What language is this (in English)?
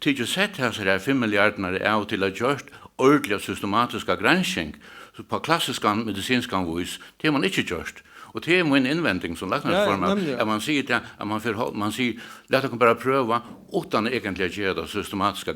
Faroese